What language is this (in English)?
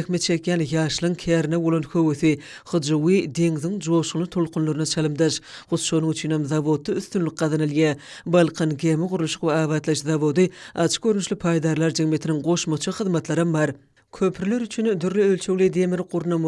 Turkmen